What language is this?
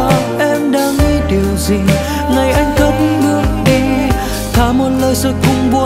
Vietnamese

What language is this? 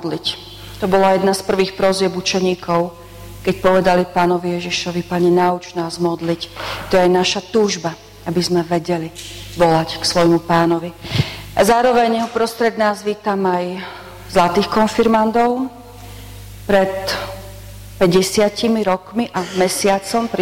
Slovak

